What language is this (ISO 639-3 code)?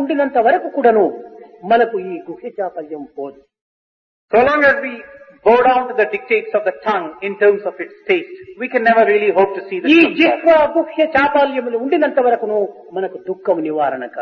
tel